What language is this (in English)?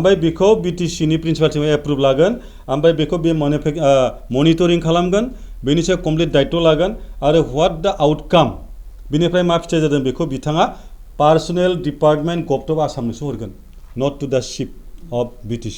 Bodo